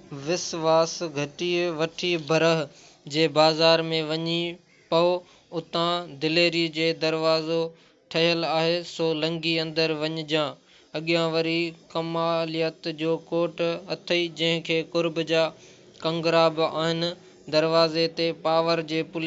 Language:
Sindhi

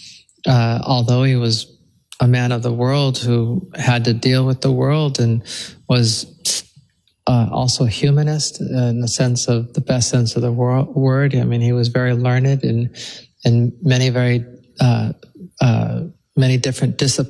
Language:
English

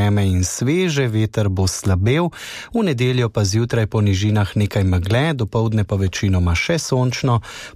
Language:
Slovenian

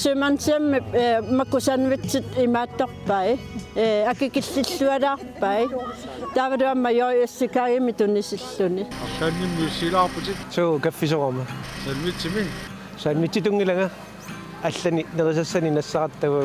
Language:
Kalaallisut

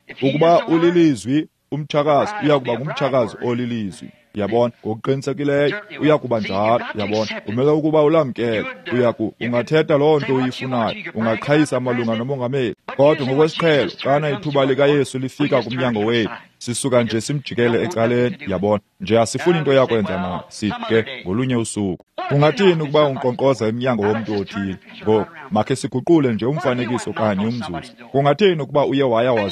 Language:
Xhosa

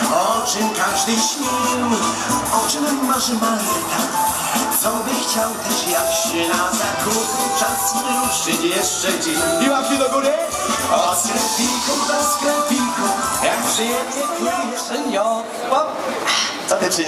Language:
Polish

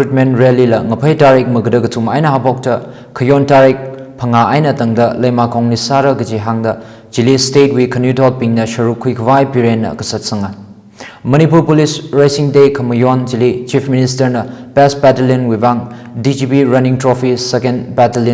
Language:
Tangkhul Naga (India)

